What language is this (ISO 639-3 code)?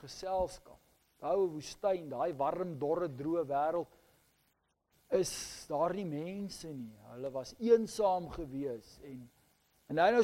afr